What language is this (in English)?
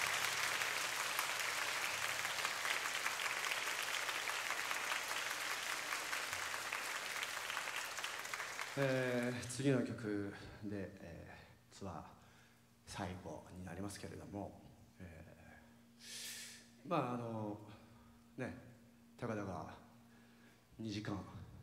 Japanese